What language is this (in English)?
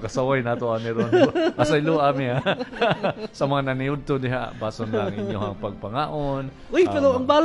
Cebuano